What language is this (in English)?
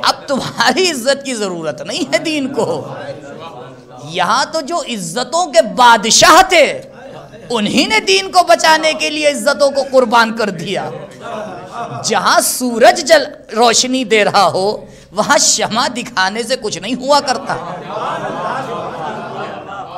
Urdu